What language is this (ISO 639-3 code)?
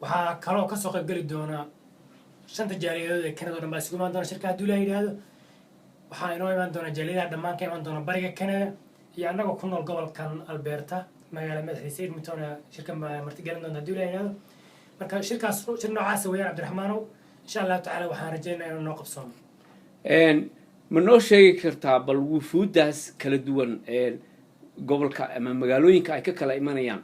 som